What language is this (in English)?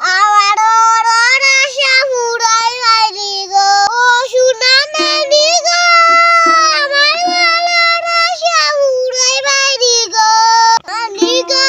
Sylheti